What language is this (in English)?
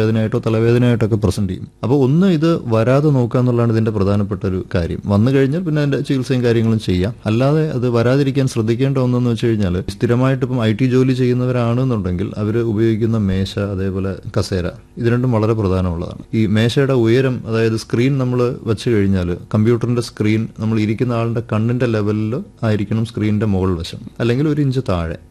Malayalam